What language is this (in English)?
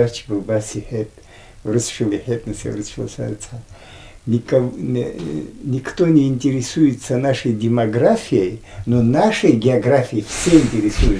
Abkhazian